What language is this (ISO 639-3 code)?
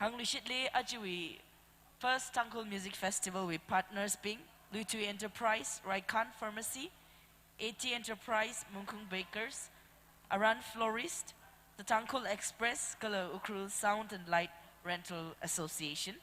nmf